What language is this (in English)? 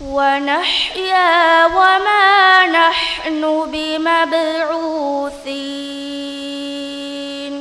Divehi